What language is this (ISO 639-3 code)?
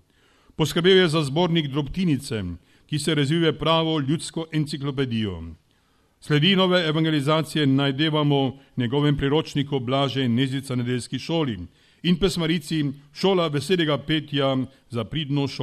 slv